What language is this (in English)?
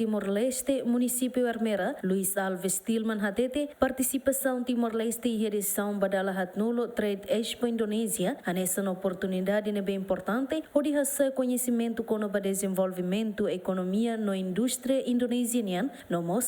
Tetum